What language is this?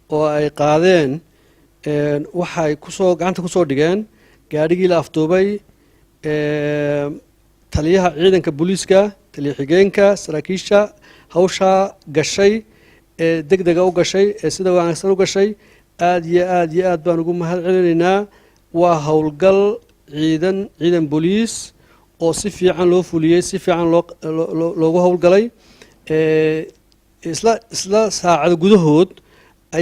Somali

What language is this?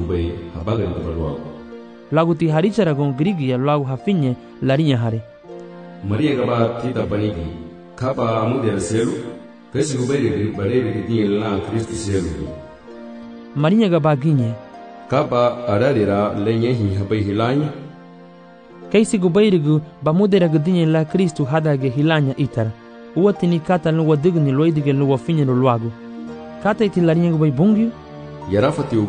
Garifuna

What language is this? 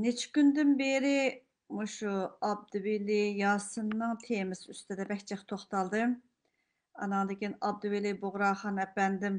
Uyghur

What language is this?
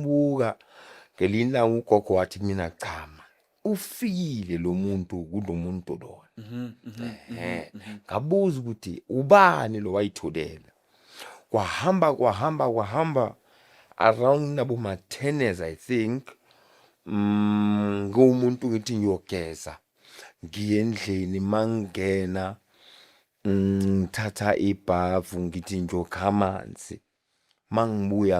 Zulu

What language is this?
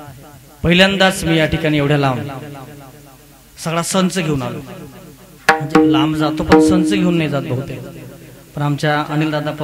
Marathi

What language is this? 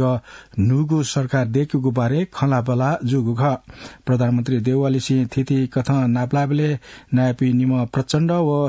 Newari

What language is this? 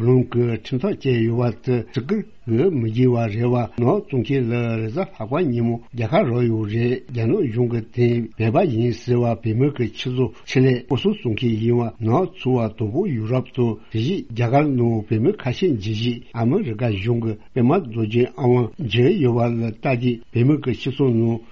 Tibetan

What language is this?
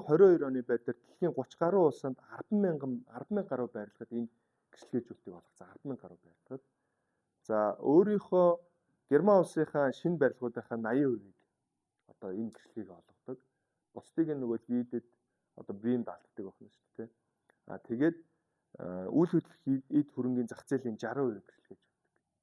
Mongolian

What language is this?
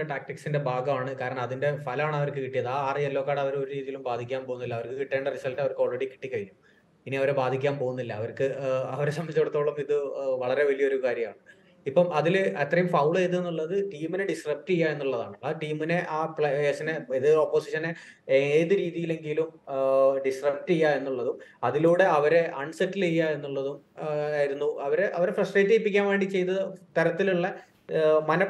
Malayalam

